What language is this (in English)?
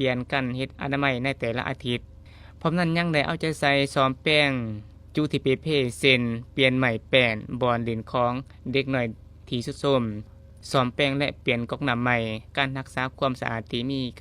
Lao